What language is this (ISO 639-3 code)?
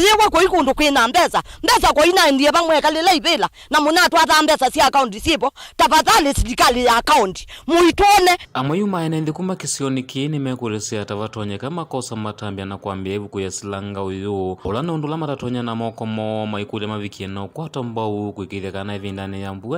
kam